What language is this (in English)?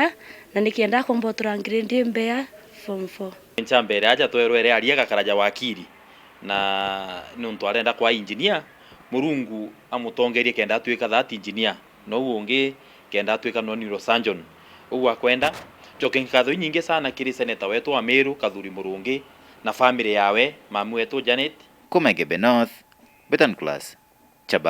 Meru